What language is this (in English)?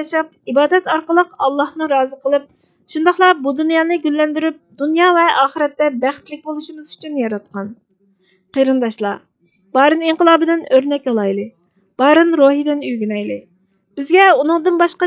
Uyghur